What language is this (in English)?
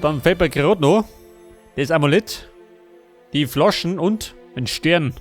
Bavarian